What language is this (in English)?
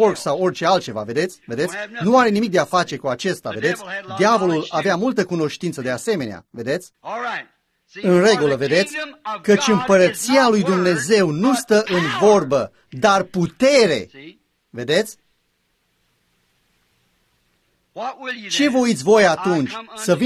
Romanian